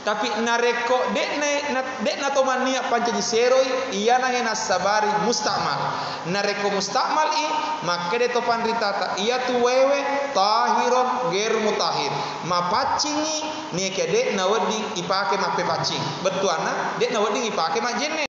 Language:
Buginese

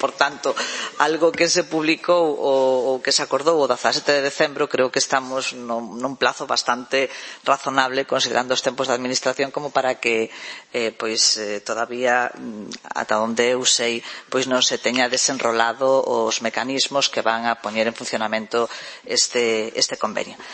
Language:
Galician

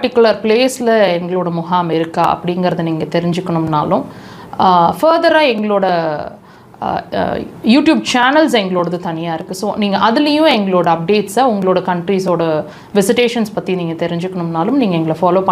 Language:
Tamil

